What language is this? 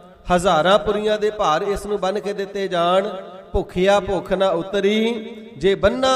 Punjabi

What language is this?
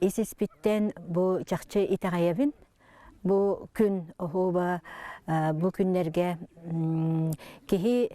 Yakut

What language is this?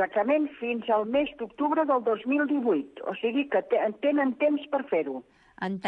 Catalan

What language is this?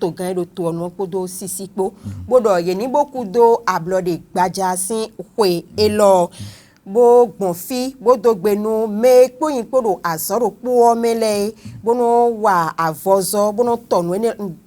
Fon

